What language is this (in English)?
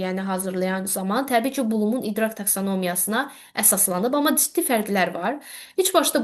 Azerbaijani